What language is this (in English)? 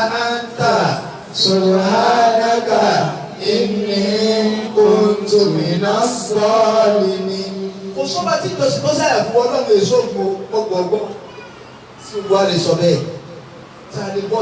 Yoruba